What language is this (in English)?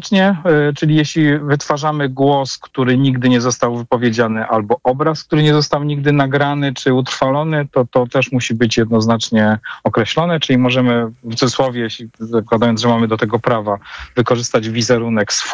Polish